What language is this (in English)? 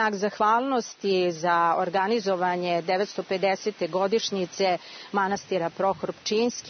Serbian